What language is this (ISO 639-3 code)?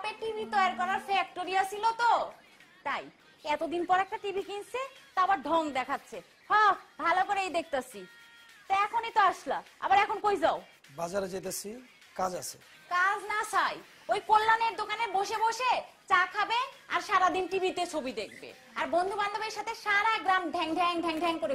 ben